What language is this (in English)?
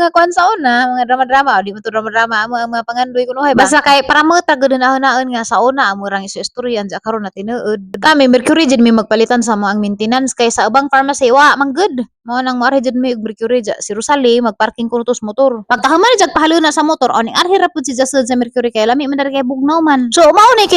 Cebuano